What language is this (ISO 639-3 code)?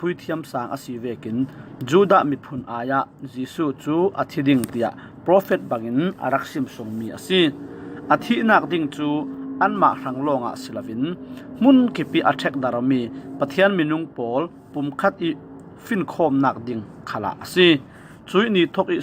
cfm